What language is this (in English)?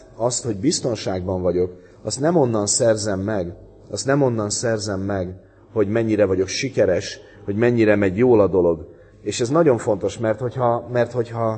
Hungarian